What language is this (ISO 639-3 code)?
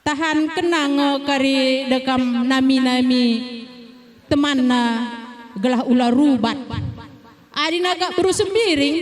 btx